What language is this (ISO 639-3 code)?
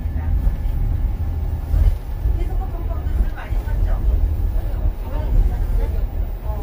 kor